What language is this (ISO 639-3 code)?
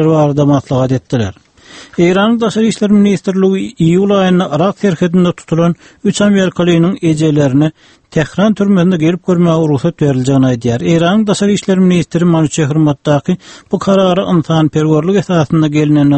tuk